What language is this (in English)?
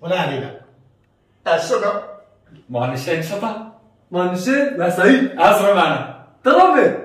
Zaza